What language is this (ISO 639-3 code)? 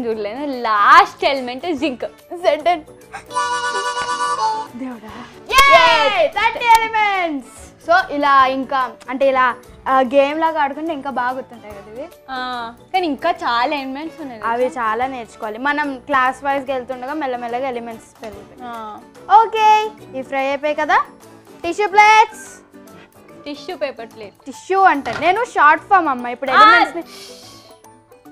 tel